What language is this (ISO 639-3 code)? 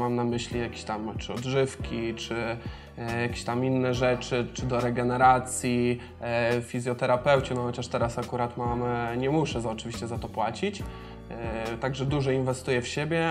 pol